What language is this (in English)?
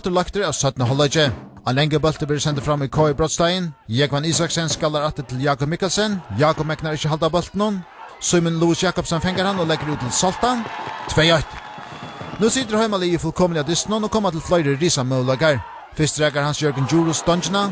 Faroese